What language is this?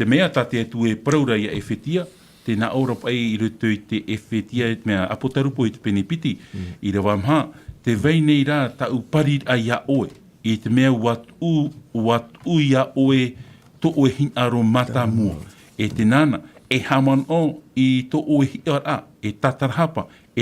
Tahitian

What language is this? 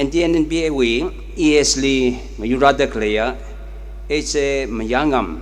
Tangkhul Naga (India)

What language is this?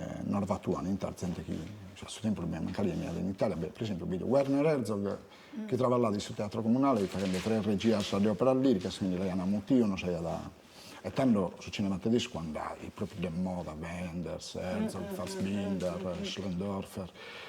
Sardinian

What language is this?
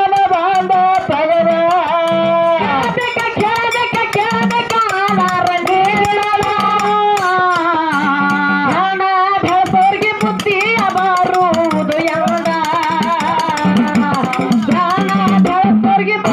Kannada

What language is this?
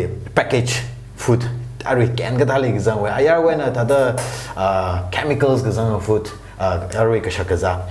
Tangkhul Naga (India)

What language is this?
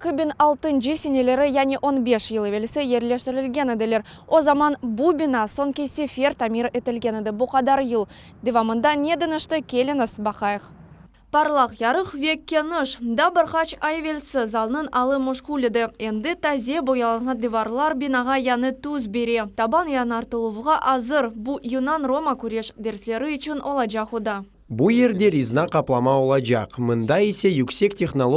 Crimean Tatar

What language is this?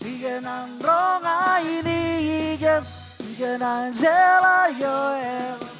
Marshallese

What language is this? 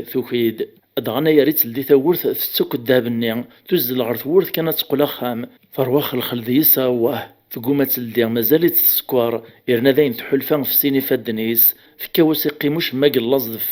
Kabyle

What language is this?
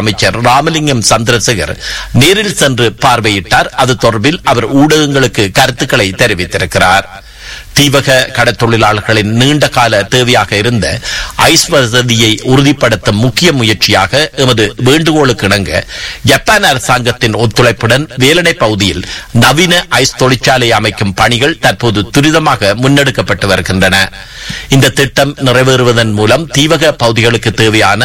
Tamil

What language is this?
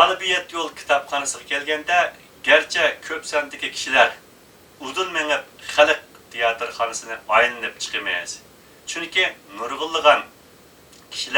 Uyghur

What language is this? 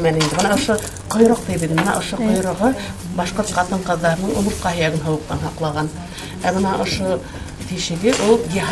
Bashkir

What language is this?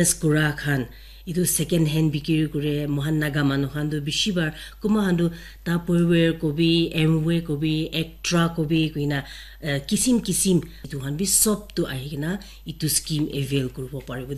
Naga Pidgin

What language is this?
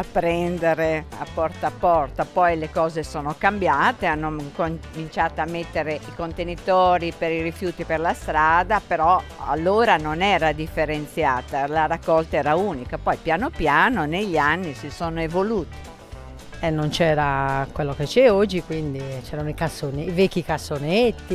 Italian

